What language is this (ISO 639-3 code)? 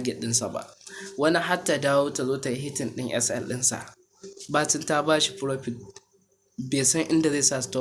hau